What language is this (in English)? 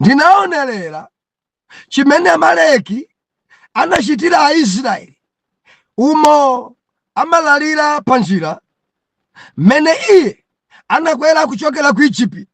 Nyanja